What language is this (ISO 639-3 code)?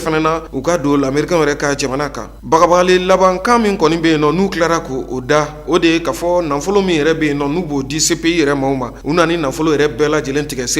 bam